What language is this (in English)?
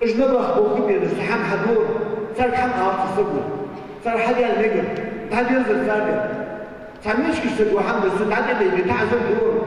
Ingush